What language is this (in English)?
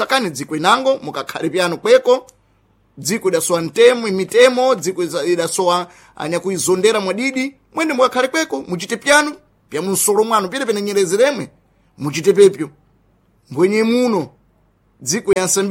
Sena